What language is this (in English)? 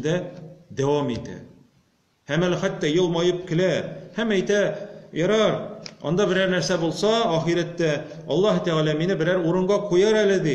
Tatar